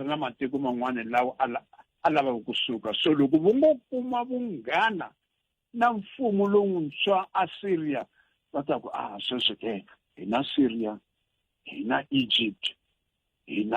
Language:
Tsonga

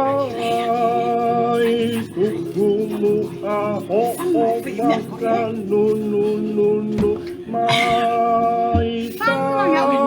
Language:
Tongan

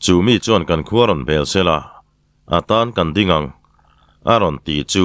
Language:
Mizo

